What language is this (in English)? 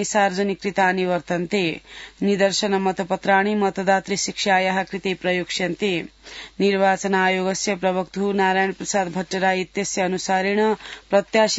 Sanskrit